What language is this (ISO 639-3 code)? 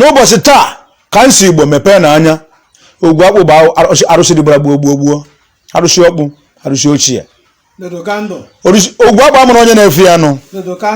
ibo